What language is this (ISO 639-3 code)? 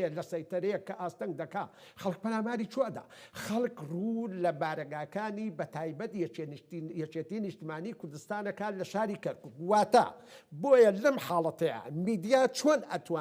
ckb